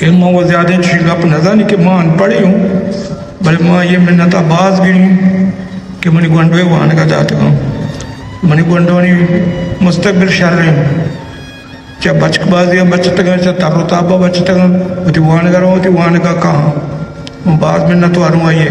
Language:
Baluchi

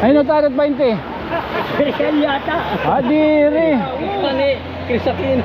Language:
Waray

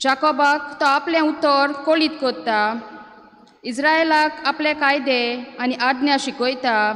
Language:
Konkani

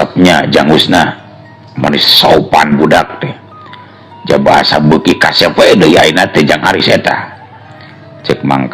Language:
Sundanese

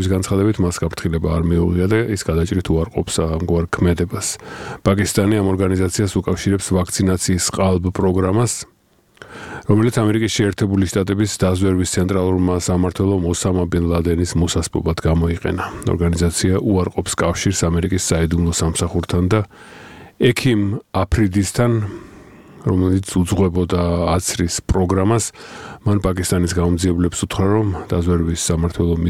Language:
Georgian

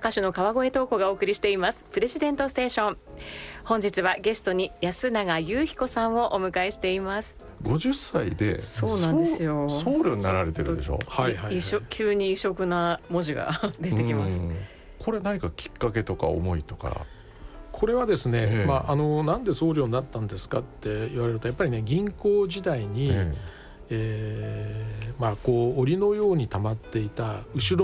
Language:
Japanese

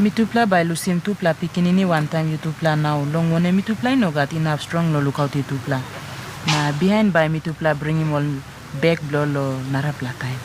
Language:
Tok Pisin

